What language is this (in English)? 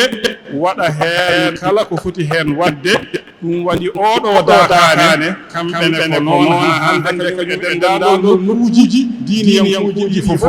Fula